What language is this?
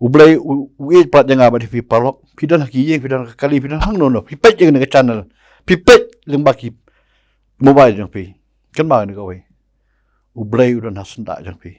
Khasi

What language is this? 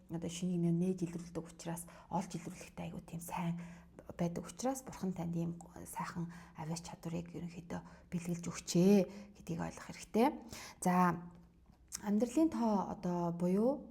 Mongolian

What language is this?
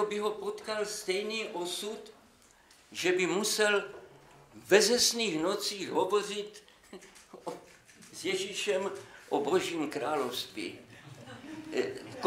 Czech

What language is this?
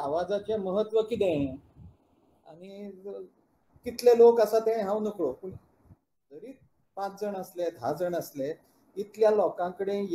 Konkani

